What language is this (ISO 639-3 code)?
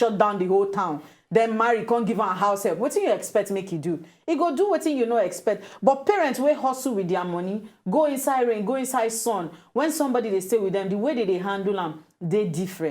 pcm